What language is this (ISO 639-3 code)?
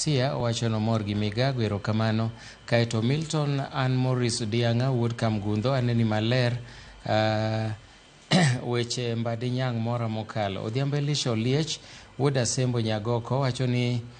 luo